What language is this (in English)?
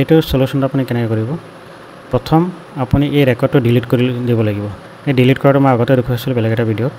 Assamese